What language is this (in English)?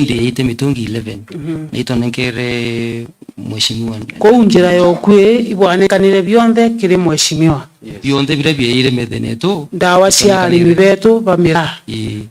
Meru